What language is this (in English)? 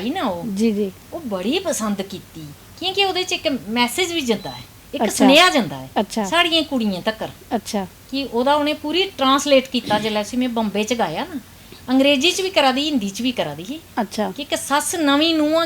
Dogri